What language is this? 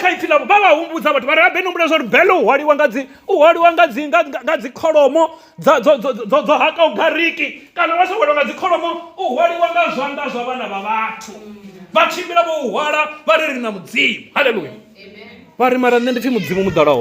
Venda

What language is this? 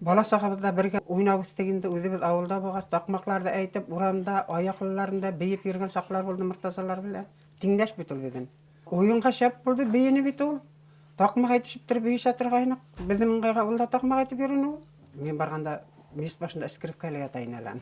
Bashkir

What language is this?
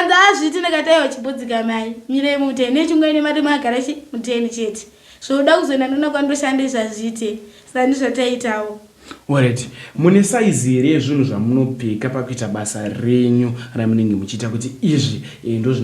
Shona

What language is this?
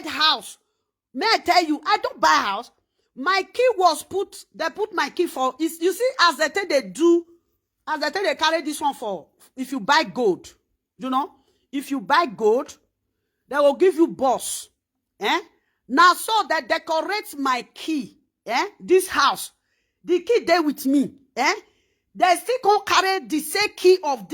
Nigerian Pidgin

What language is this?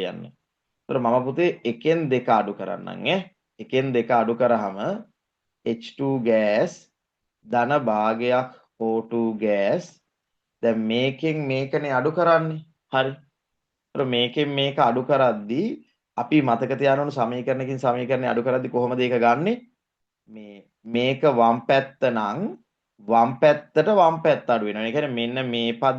Sinhala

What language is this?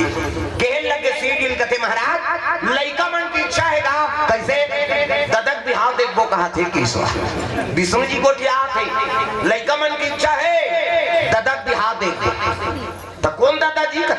Chhattisgarhi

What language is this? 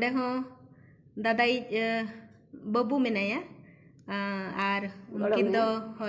Santali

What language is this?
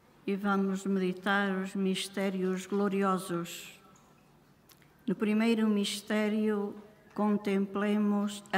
Portuguese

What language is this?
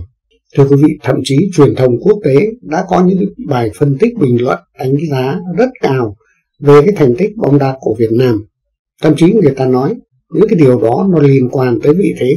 Vietnamese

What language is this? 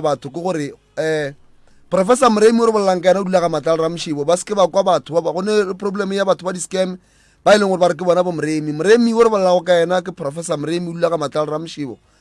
Northern Sotho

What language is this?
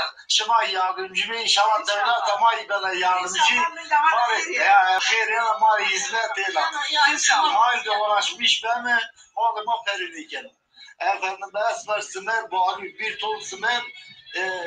Zaza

